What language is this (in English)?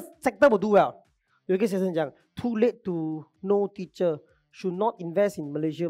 Chinese